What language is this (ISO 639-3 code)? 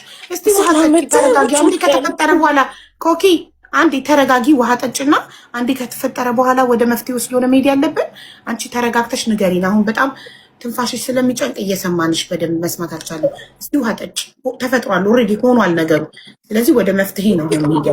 amh